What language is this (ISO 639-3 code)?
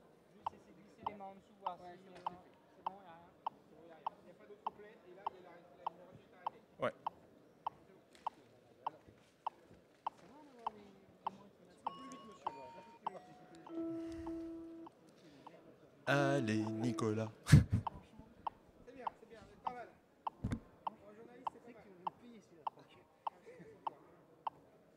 fra